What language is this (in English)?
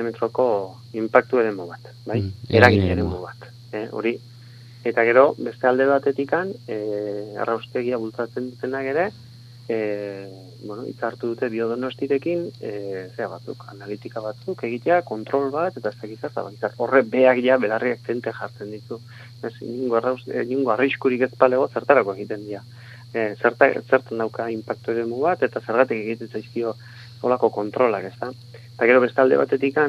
Basque